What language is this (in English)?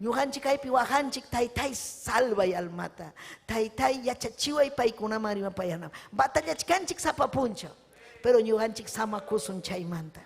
Ayacucho Quechua